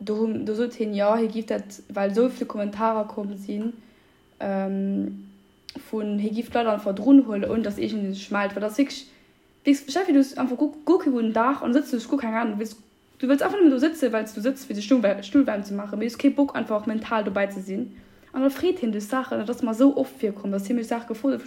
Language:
Luxembourgish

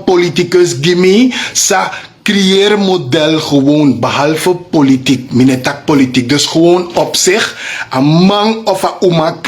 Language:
Sranan Tongo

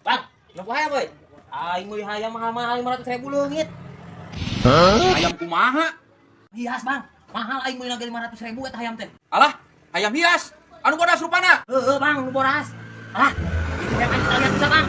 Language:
Sundanese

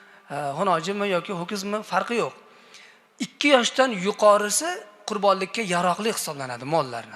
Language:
Uzbek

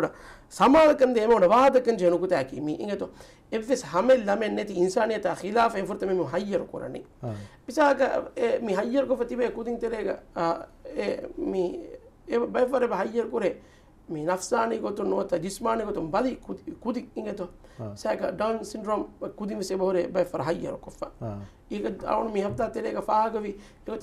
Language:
Divehi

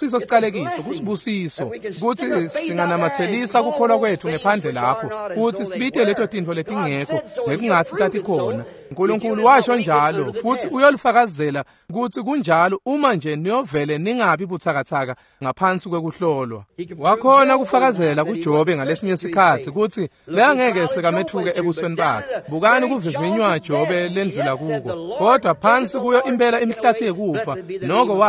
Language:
Swati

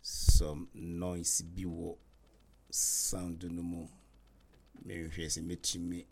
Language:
Akan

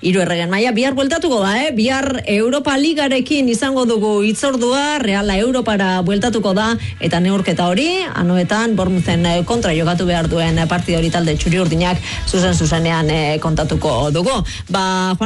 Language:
Basque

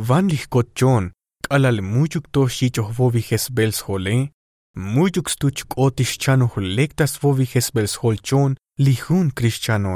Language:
Tzotzil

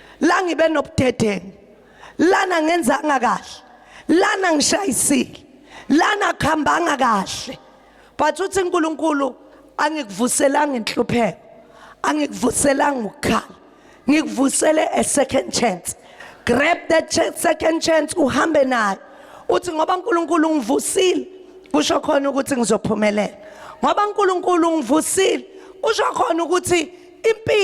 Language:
Zulu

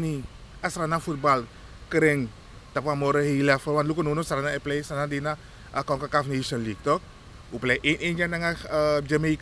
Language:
Sranan Tongo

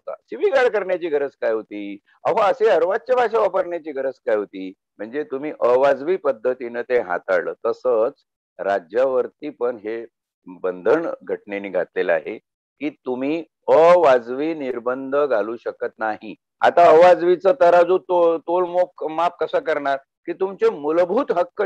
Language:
Marathi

